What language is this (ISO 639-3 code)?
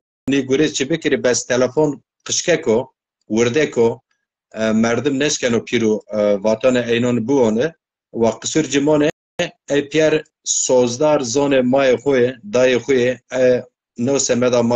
zza